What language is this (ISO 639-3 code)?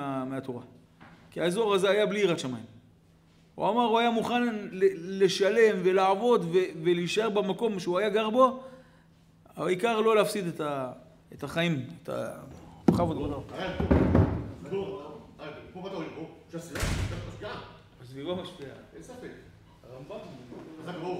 heb